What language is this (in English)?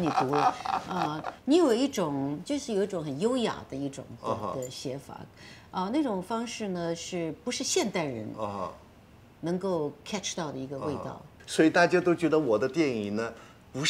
Chinese